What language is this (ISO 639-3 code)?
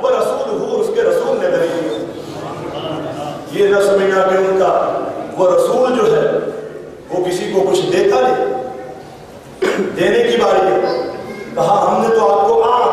urd